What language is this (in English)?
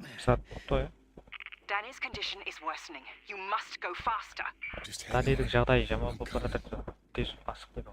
Kara-Kalpak